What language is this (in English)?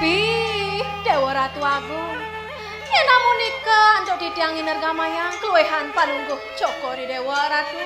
Balinese